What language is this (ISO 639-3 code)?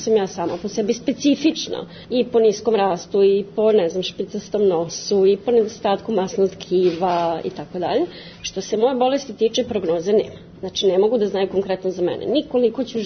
srp